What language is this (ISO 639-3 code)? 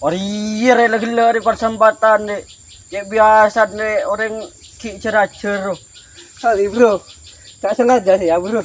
mad